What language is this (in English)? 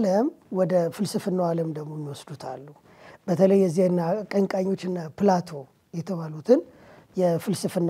Amharic